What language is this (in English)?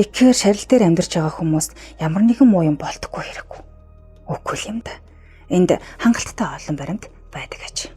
Mongolian